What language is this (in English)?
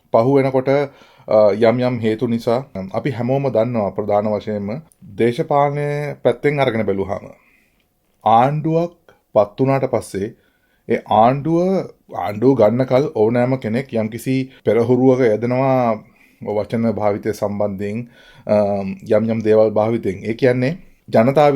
Sinhala